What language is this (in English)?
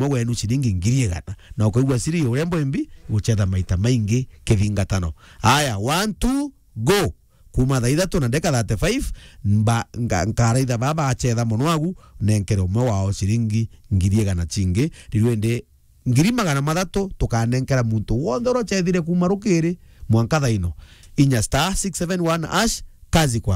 Meru